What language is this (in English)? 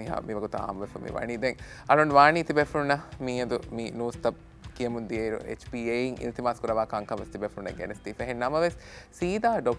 Divehi